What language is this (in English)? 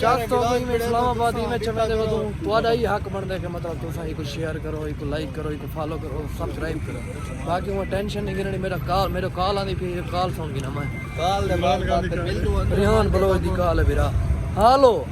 Saraiki